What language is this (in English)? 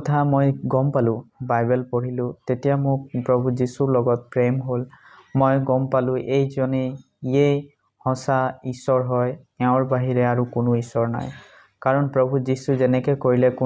Assamese